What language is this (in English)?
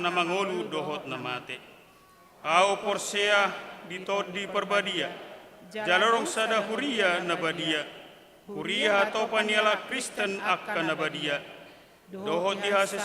Batak Toba